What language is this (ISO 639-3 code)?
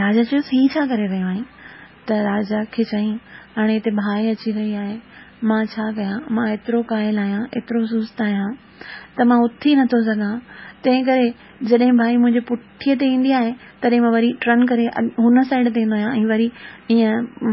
snd